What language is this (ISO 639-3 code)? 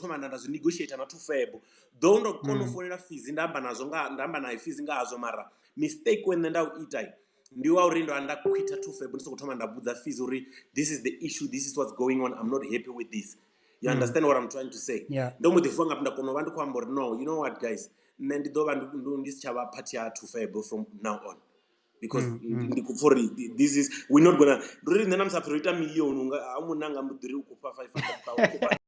ven